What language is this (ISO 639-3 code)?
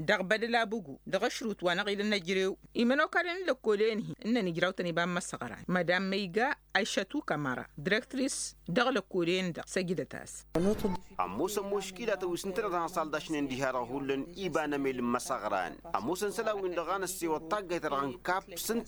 taq